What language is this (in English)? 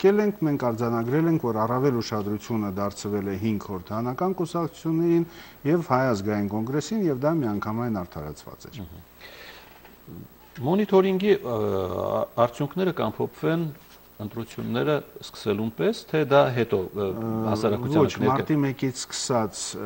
Armenian